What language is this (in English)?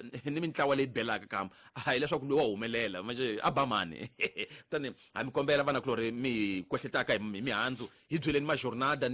Tsonga